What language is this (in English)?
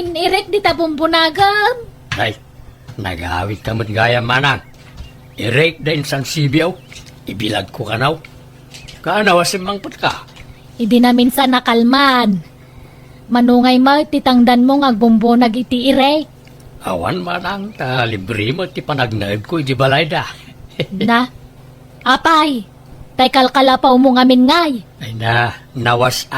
Iloko